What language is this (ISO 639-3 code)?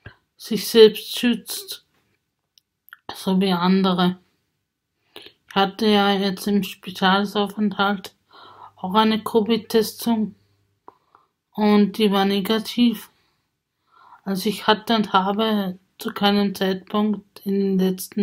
deu